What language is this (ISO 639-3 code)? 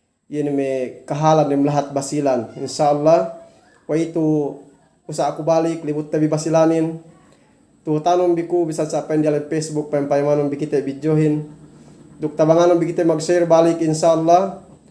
yka